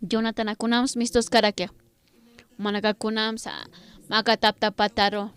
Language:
Aymara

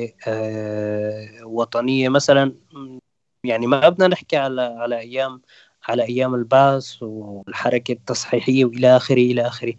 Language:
North Levantine Arabic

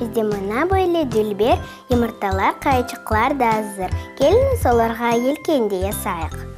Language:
Crimean Tatar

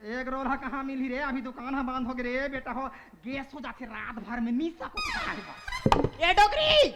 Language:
Chhattisgarhi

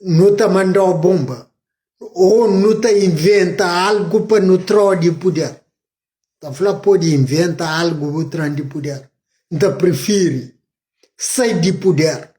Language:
Kabuverdianu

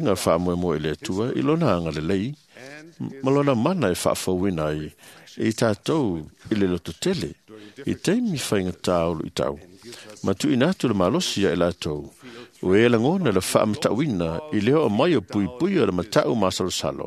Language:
Samoan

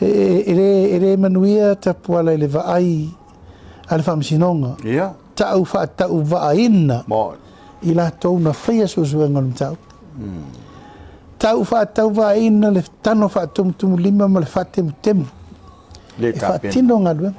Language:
Samoan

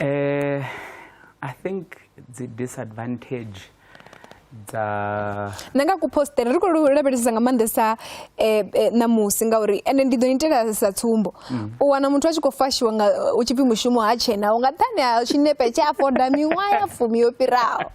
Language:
Venda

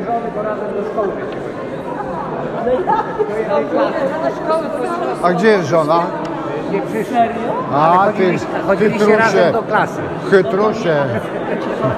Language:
Polish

